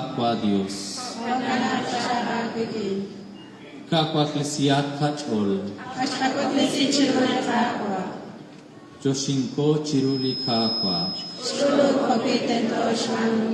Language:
Kekchí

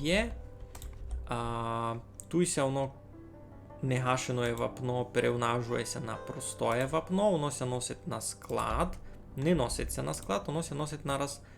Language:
Rusyn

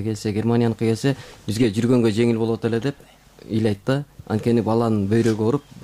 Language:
Kyrgyz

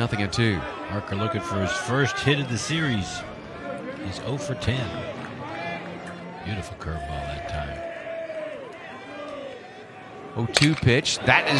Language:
English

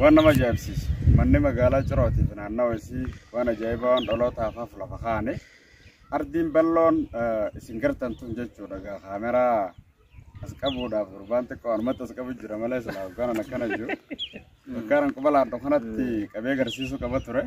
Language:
Oromo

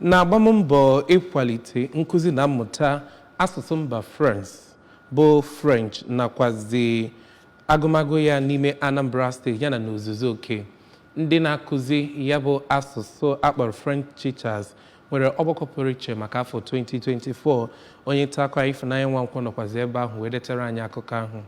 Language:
Igbo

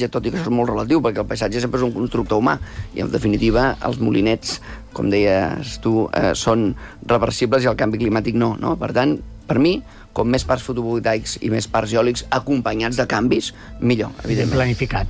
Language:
Catalan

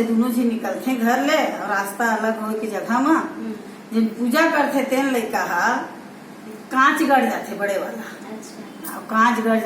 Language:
Chhattisgarhi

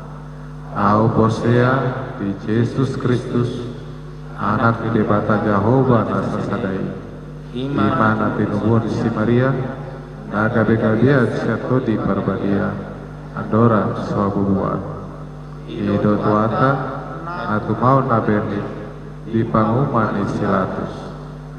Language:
Batak Toba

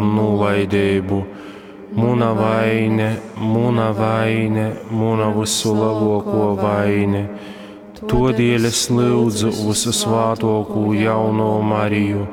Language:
Latgalian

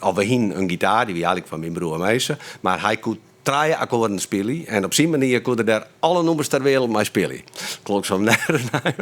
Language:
Western Frisian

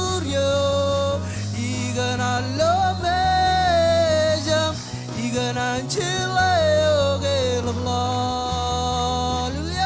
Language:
Marshallese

